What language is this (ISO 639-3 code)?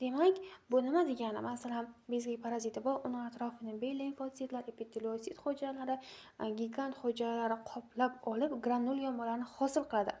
uzb